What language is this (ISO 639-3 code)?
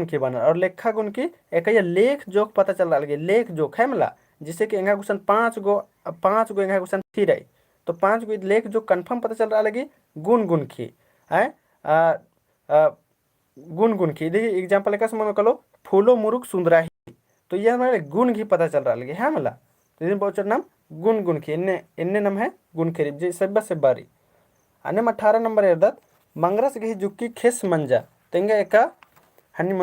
kru